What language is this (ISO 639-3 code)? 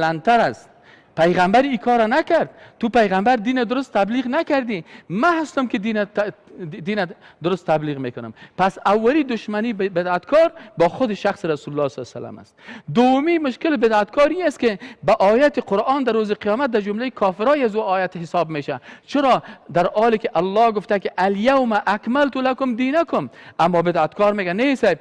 fas